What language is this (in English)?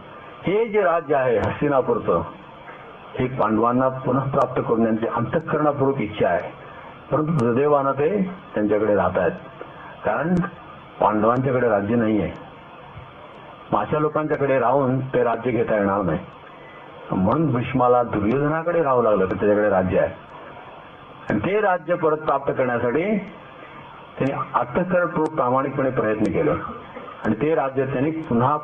Marathi